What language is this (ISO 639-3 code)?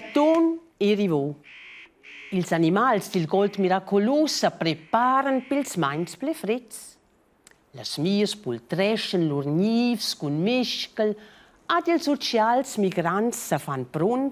roh